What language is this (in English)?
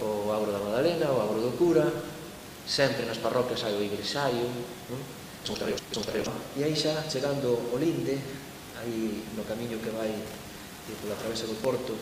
Galician